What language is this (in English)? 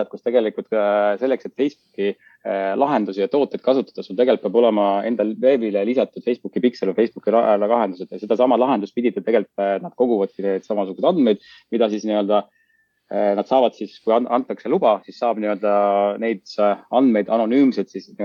Estonian